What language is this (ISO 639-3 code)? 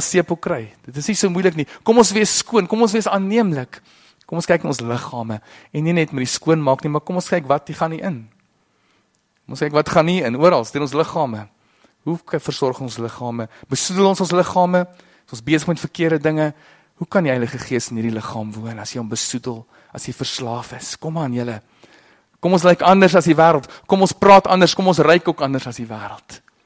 afr